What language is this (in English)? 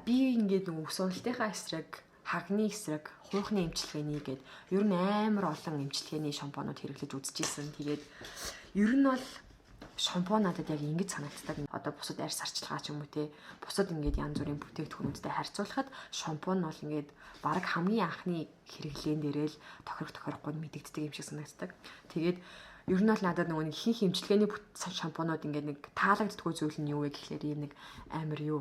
Mongolian